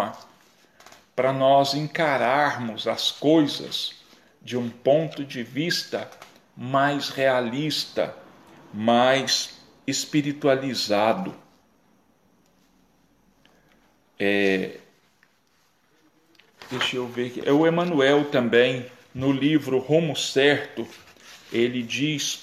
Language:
Portuguese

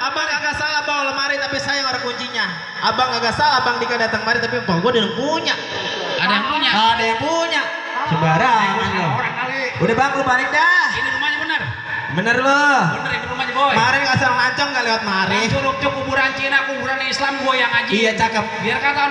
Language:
Betawi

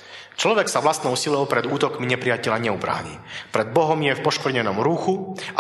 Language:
Slovak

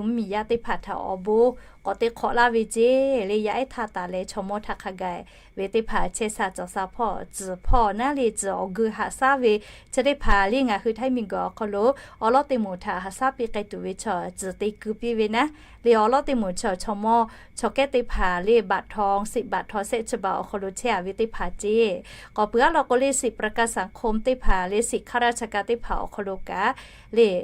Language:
Lahu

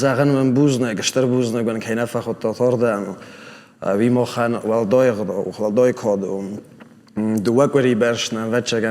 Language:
Ossetic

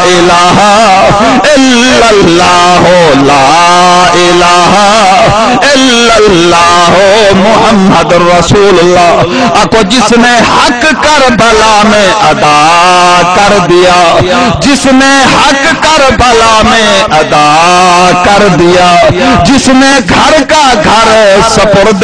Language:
Saraiki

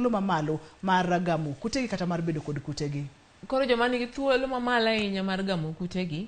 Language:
Luo (Kenya and Tanzania)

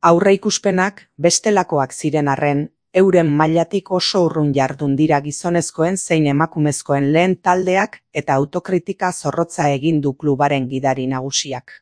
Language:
Basque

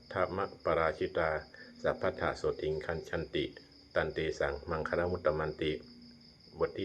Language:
Pali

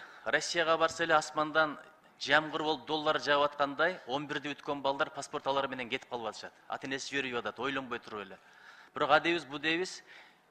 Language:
Kyrgyz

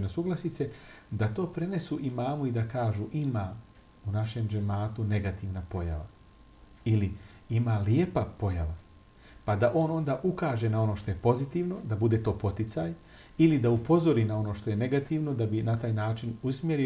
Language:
Bosnian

